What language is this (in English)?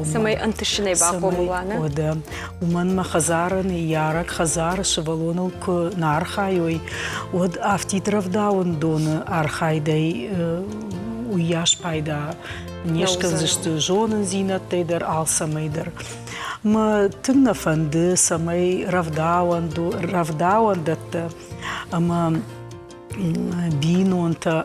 Ossetic